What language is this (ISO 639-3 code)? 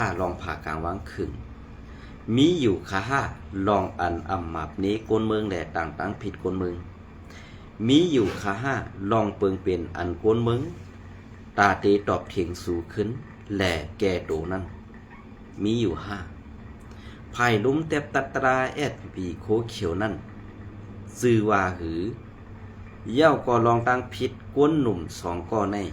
shn